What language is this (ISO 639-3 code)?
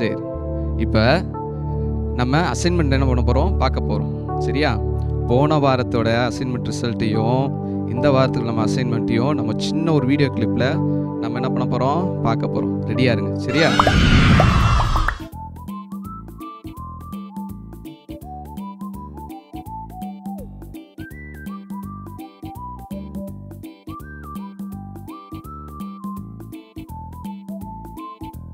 tam